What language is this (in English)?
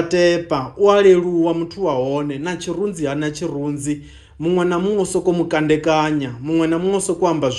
Venda